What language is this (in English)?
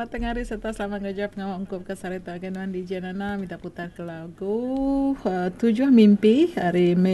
Iban